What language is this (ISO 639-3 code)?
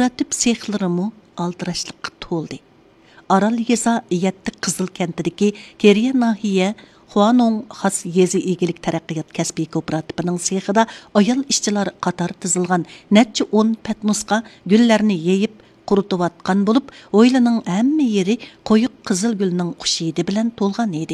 uig